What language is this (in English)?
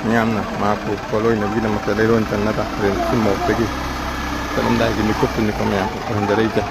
Manipuri